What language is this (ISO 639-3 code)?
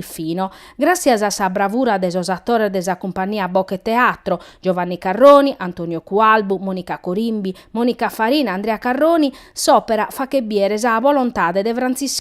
srd